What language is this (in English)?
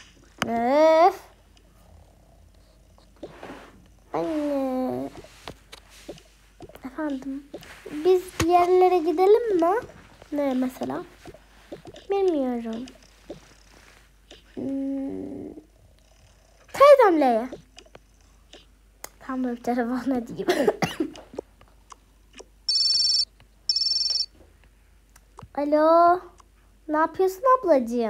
Turkish